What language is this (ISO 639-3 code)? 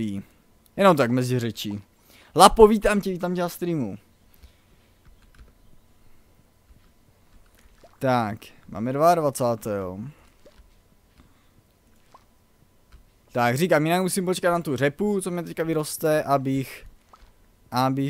ces